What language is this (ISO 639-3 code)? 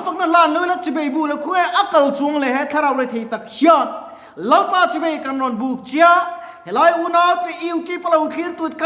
lus